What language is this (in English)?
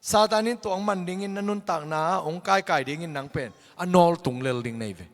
Tedim Chin